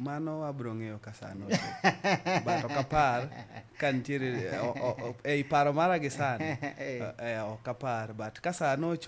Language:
Luo (Kenya and Tanzania)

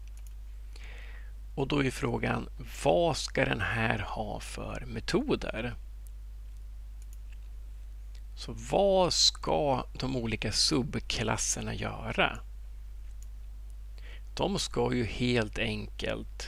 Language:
Swedish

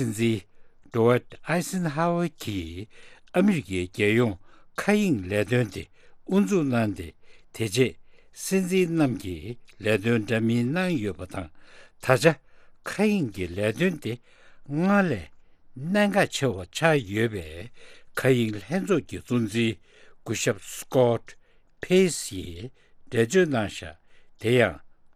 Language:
Tibetan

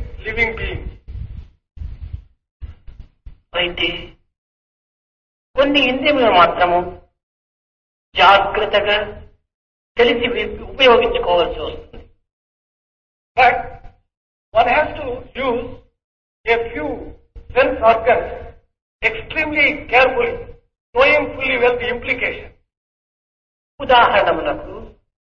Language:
Telugu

